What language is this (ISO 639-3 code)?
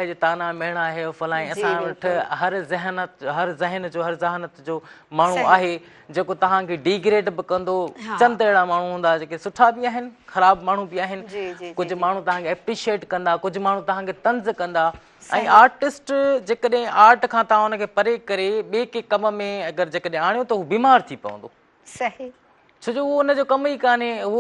snd